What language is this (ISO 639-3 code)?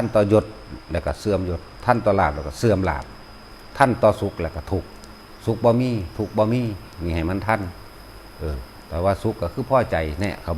tts